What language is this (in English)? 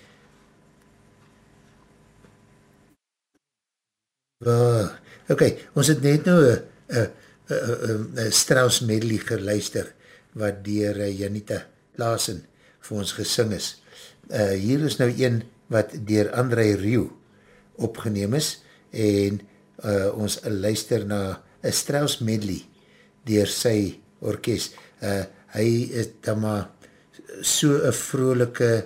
Afrikaans